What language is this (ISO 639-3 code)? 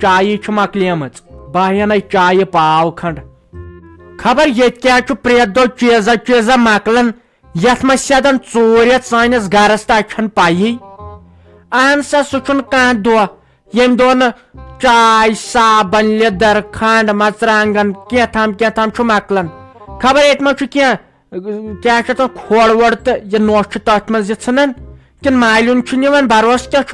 kas